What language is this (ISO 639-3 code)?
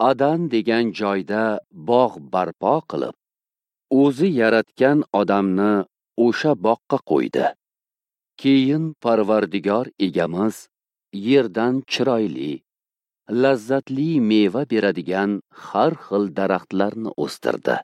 uzb